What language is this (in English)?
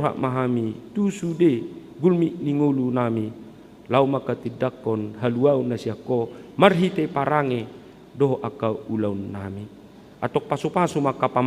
Batak Toba